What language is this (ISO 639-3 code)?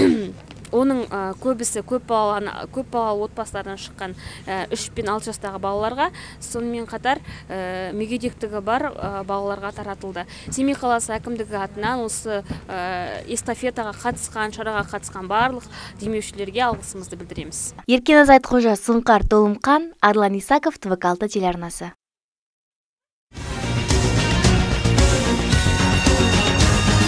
kaz